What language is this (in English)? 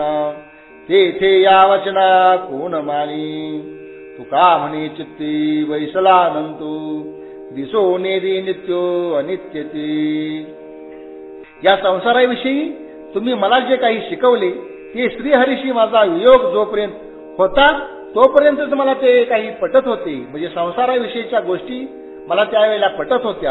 Marathi